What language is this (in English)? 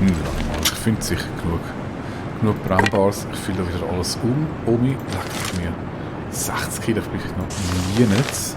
Swiss German